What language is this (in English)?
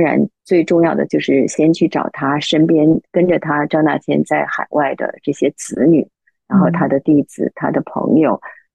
Chinese